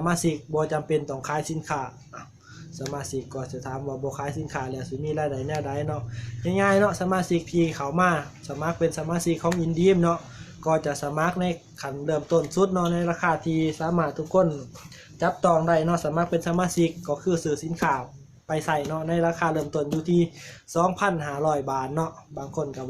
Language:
Lao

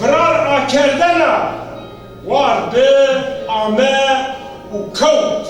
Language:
Zaza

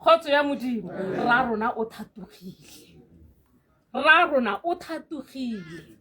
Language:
Tswana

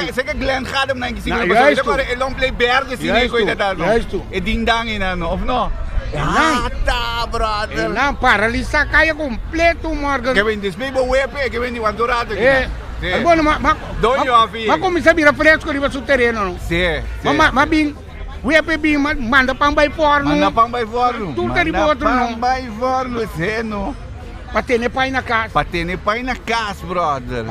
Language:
Papiamento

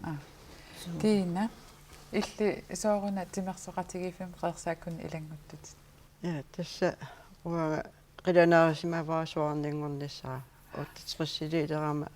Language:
Kalaallisut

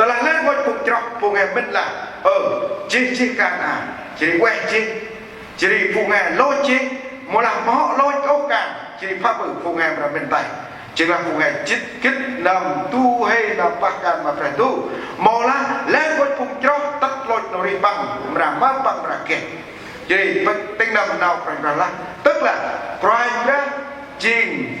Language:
Central Mnong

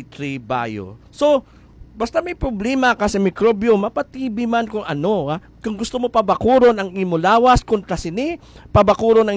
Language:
Hiligaynon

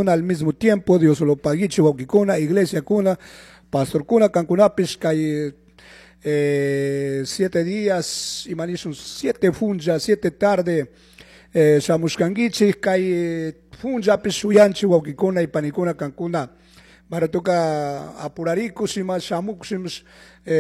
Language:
Chimborazo Highland Quichua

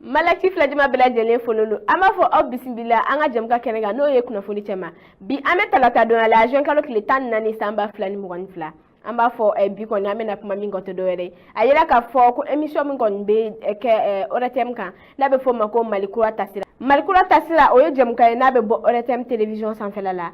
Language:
Bambara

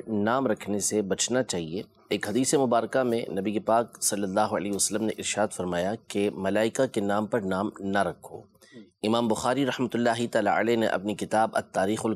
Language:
Urdu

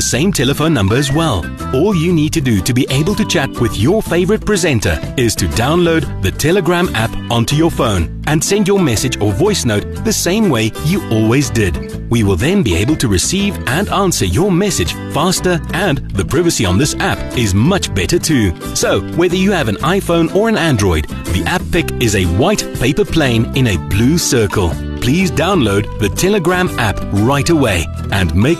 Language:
English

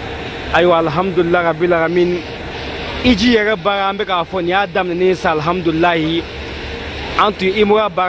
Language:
Bambara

